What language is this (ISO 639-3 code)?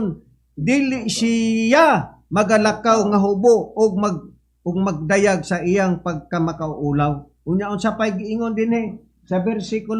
ceb